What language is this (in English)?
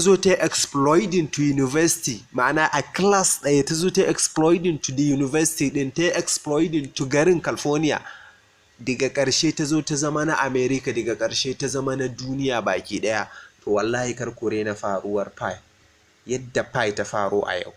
Hausa